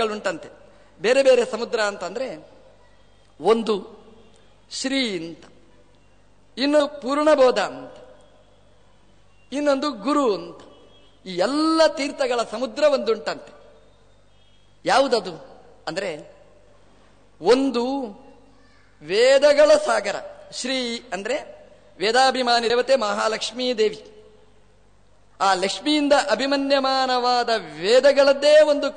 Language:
Kannada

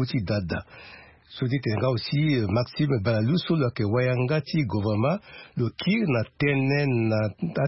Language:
Sango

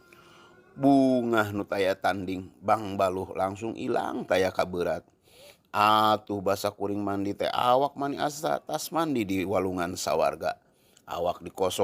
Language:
Sundanese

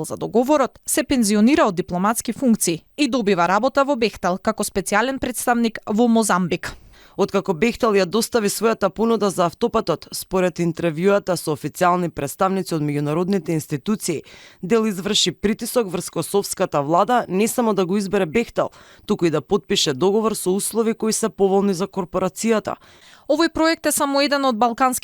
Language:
Macedonian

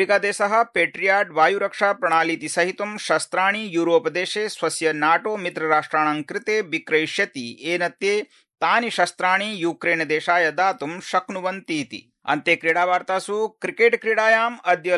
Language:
Sanskrit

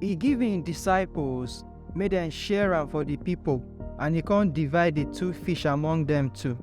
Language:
Nigerian Pidgin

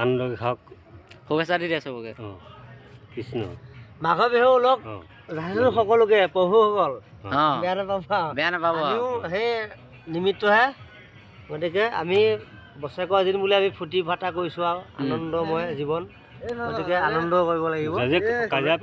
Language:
Assamese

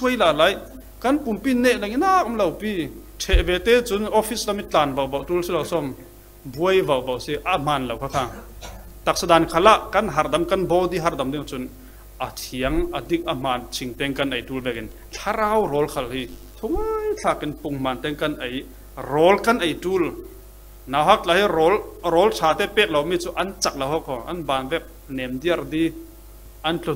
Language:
Falam Chin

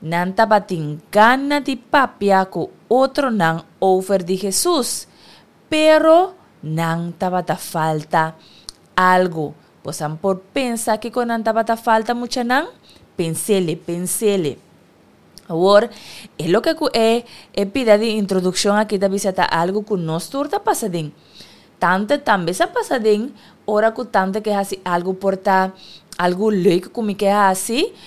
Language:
Papiamento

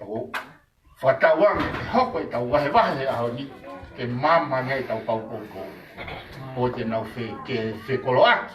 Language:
Tongan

